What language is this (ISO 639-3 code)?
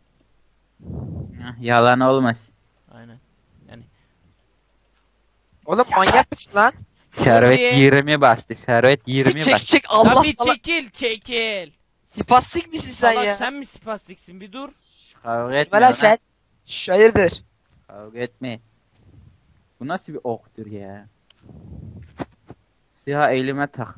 tur